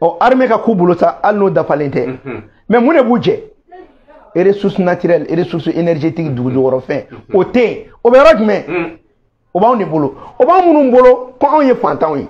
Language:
Bambara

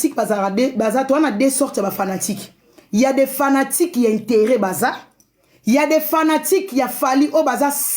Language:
Lingala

